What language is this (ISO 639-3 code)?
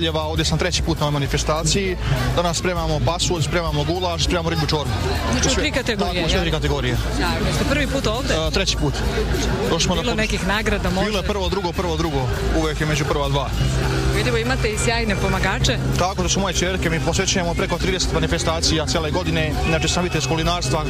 srp